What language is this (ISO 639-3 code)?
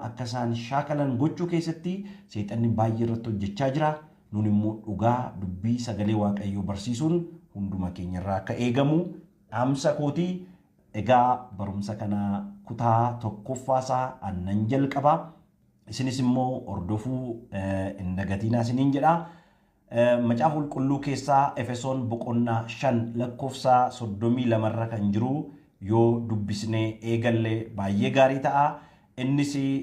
orm